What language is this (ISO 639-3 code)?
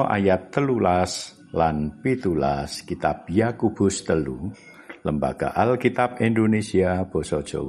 jav